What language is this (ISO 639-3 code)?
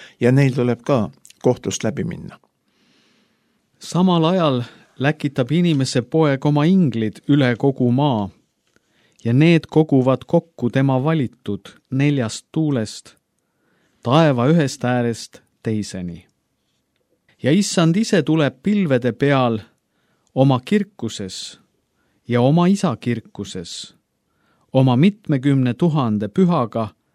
est